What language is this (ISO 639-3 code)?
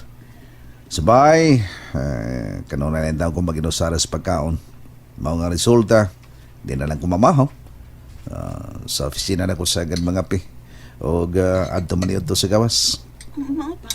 ceb